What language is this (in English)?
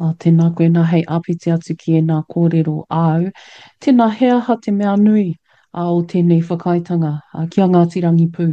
Māori